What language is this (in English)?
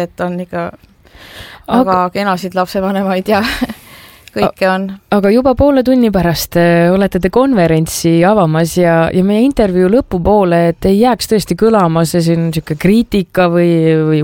Estonian